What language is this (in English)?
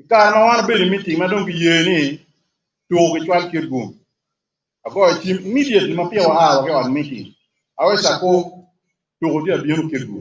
Acoli